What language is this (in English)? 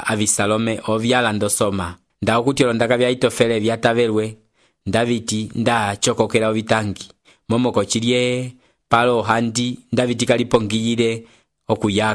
Umbundu